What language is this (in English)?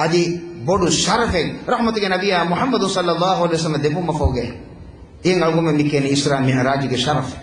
Divehi